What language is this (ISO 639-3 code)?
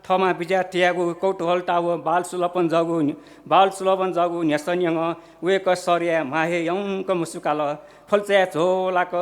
new